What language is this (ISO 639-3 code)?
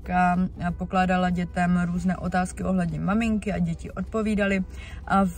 ces